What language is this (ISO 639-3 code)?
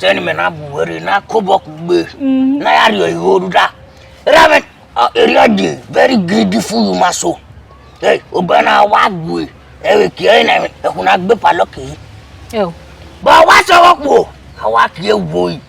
bin